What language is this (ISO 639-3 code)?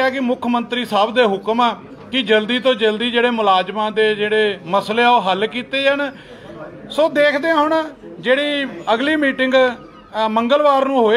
pan